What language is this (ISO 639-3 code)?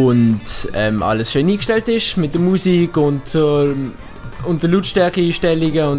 gsw